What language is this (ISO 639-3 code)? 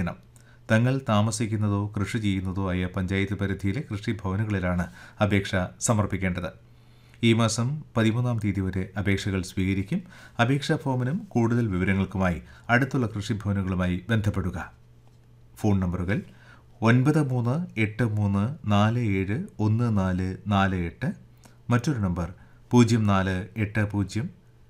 mal